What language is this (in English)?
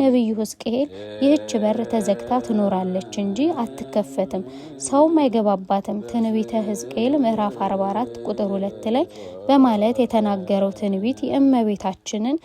Amharic